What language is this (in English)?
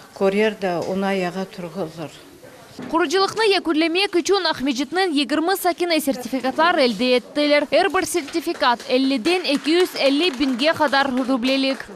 Crimean Tatar